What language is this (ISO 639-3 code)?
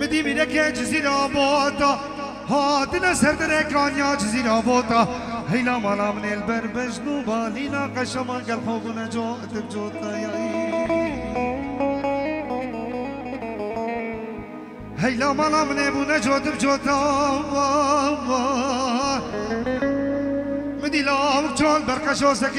kur